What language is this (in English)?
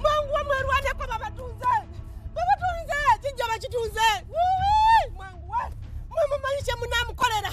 Ganda